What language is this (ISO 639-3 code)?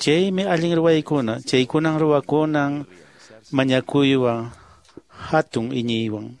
que